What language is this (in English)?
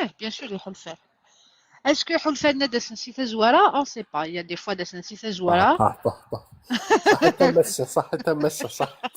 Kabyle